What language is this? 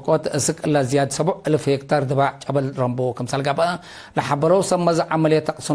Tigre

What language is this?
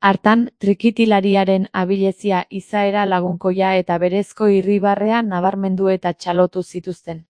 Basque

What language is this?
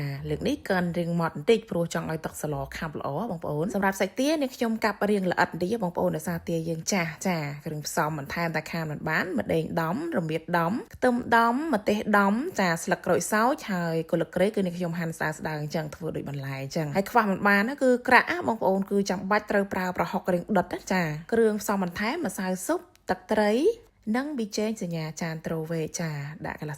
Khmer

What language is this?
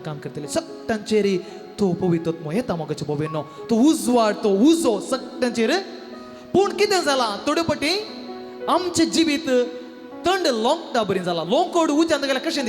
Konkani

